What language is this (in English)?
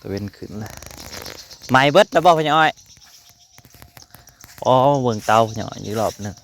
Northeastern Thai